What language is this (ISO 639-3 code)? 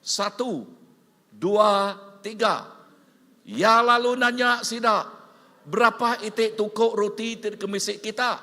iba